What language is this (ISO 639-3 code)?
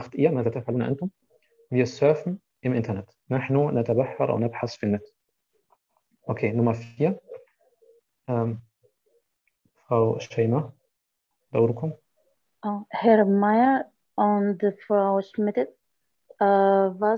ara